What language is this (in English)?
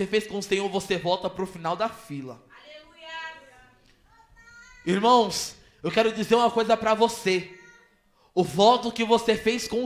Portuguese